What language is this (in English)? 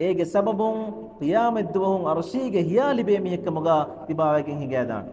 Divehi